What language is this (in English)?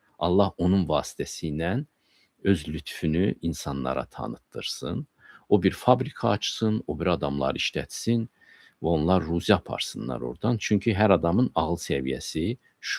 Azerbaijani